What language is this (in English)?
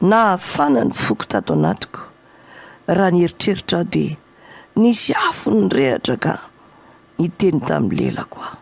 Malagasy